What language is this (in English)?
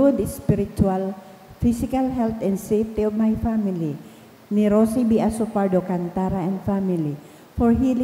Bikol